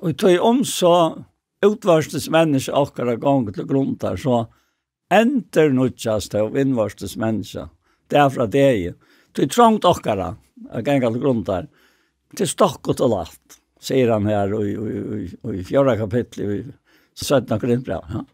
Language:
Faroese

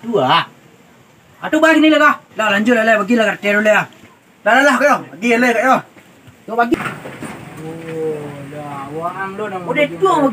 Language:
Minangkabau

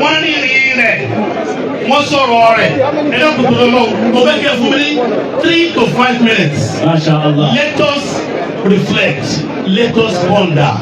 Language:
Yoruba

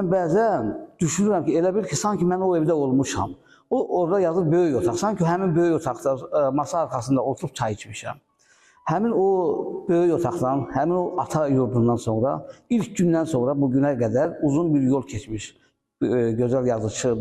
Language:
Azerbaijani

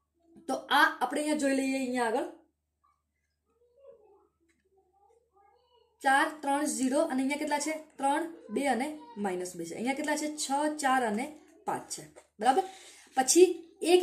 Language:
Gujarati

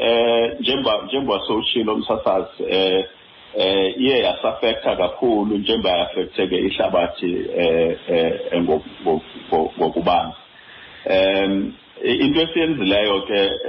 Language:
Xhosa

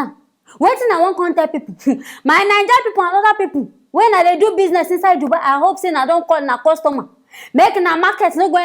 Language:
Nigerian Pidgin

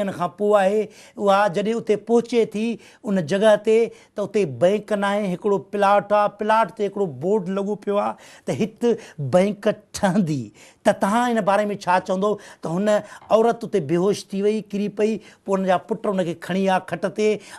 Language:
Sindhi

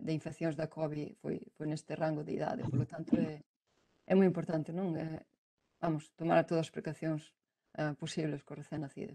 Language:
Galician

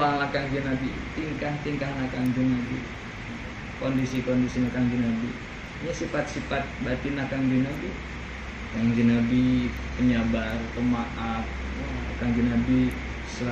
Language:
Sundanese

